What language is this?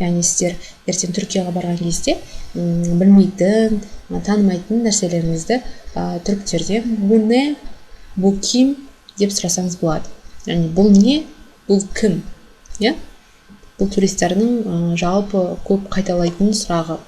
Kazakh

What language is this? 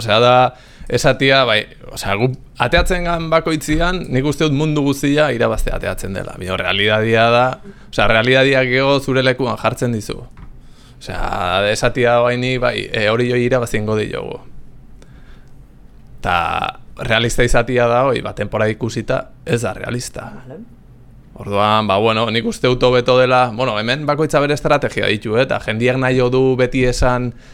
Basque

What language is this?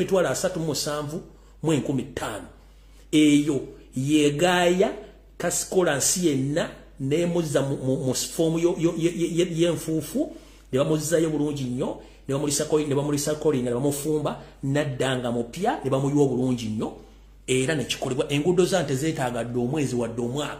Ganda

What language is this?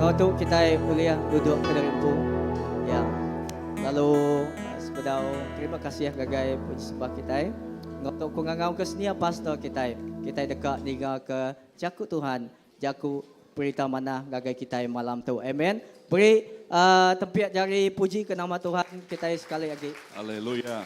Iban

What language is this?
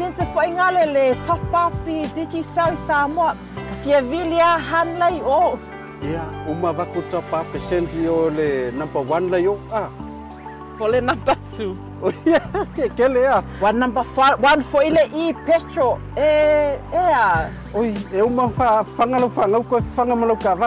Samoan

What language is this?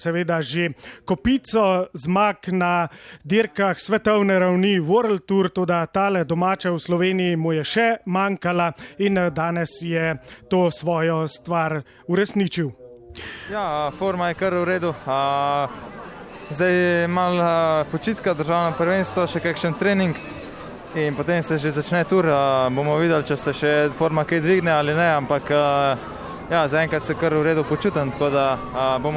Slovenian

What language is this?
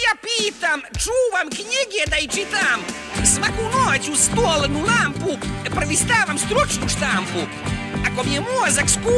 Serbian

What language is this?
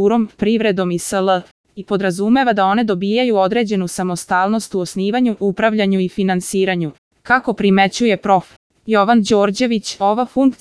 Serbian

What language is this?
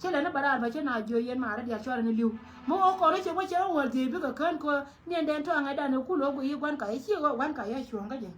Nuer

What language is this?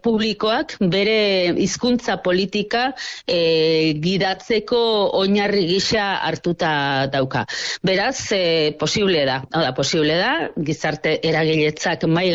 Basque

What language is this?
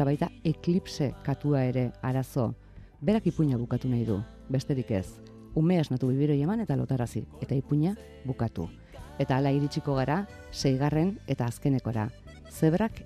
Basque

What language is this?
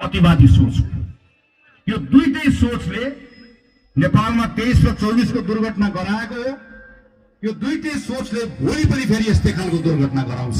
Nepali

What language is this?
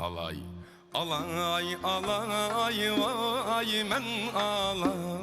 Uyghur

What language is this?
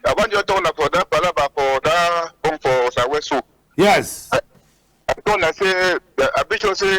Cameroon Pidgin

